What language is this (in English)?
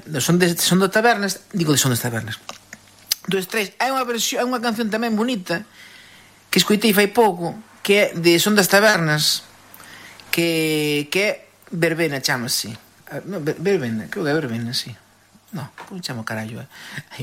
Galician